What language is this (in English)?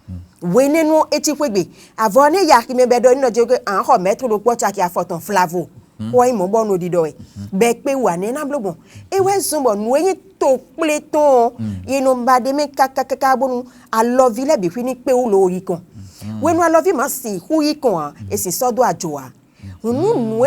Fon